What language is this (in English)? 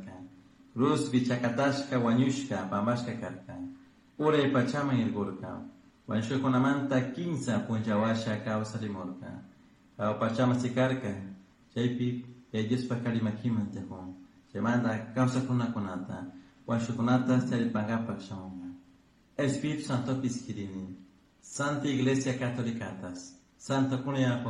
Chimborazo Highland Quichua